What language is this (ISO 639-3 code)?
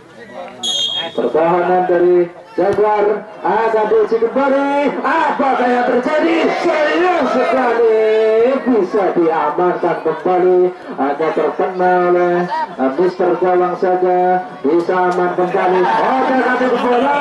ind